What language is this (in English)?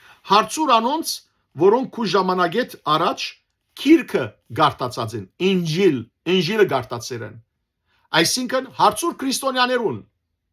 Western Armenian